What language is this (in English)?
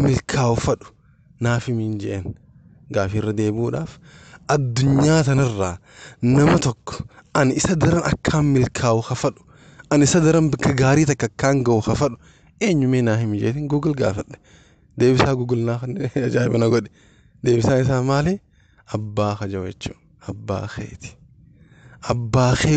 Oromo